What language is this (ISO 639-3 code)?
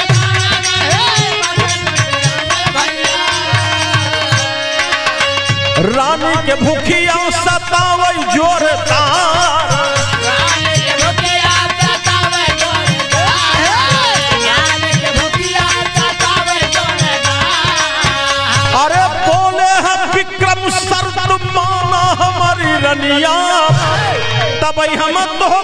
bho